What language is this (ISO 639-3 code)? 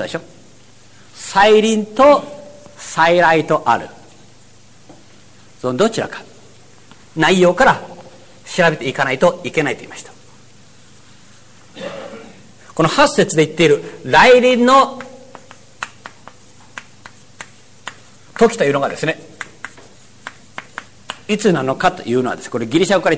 jpn